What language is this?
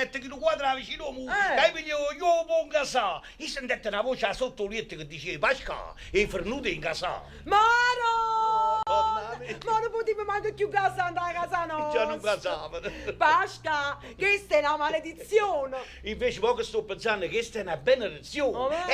Neapolitan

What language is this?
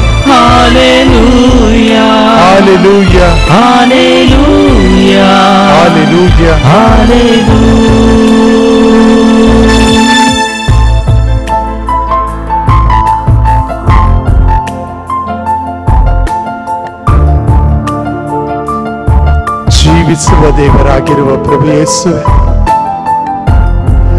Kannada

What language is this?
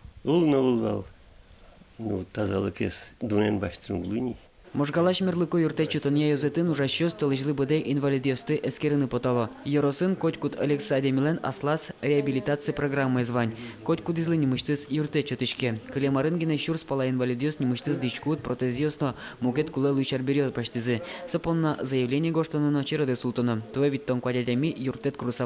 Udmurt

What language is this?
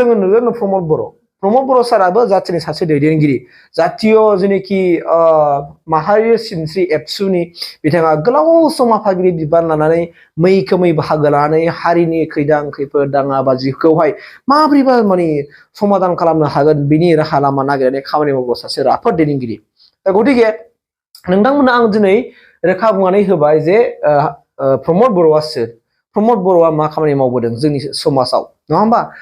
Bodo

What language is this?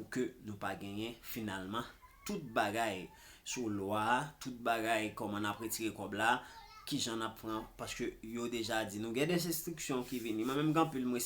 Haitian Creole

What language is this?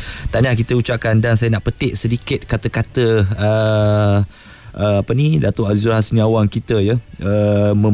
Malay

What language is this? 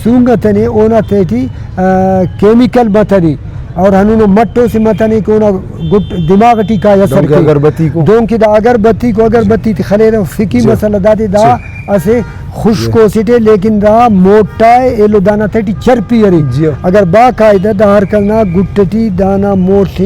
Brahui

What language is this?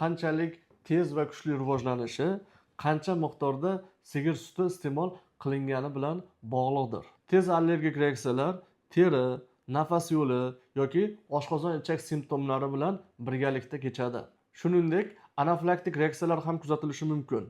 Uzbek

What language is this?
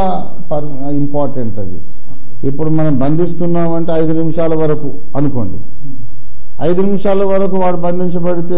Telugu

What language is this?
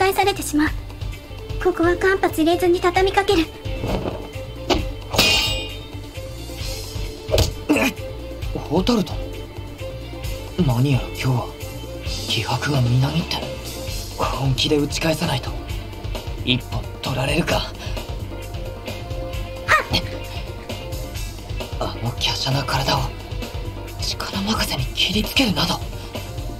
Japanese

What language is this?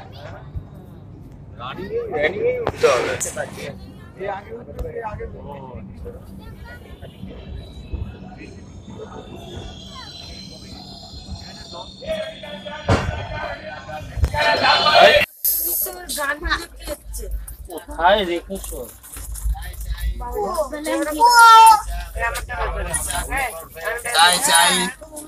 Bangla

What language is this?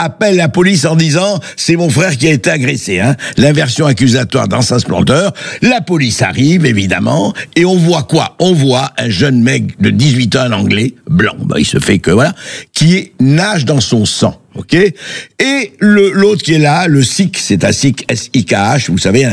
French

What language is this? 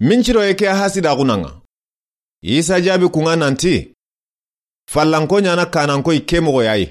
Soninke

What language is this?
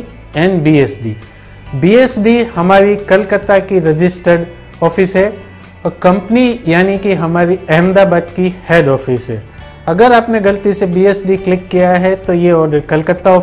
Hindi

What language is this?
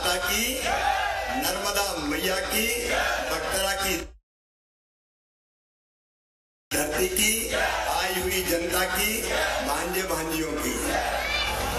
Hindi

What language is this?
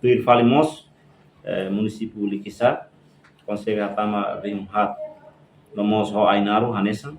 Tetum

